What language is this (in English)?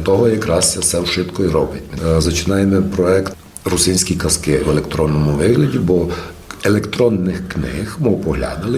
Rusyn